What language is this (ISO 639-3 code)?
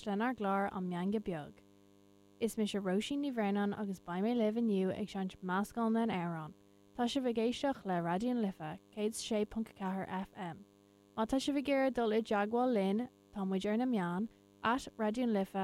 gle